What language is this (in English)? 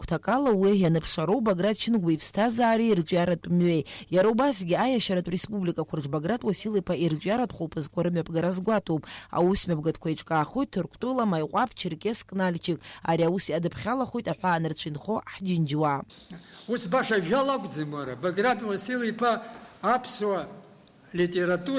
Abkhazian